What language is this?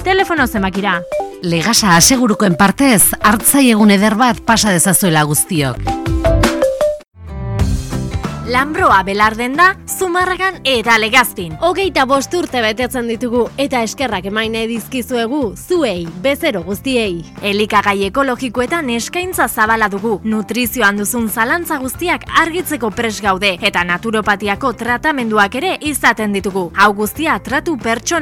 Basque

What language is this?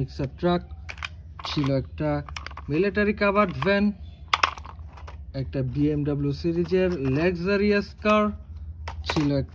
Bangla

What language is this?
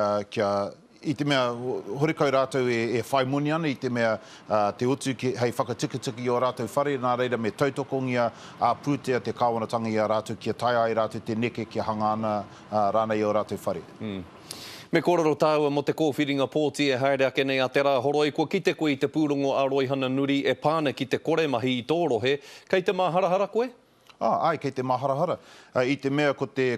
Māori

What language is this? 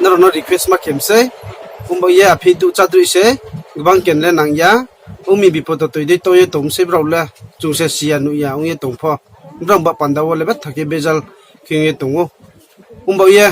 Riang (India)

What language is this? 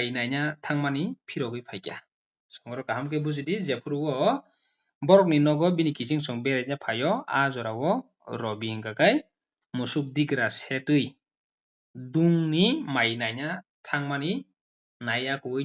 Kok Borok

